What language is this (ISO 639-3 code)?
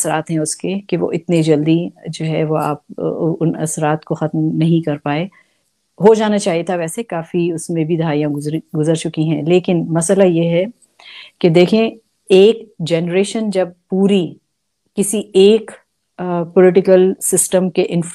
urd